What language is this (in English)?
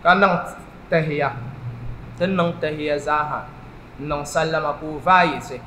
Dagbani